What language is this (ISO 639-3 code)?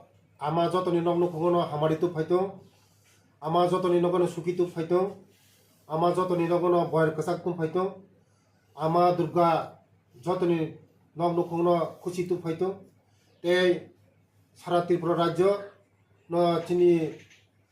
trp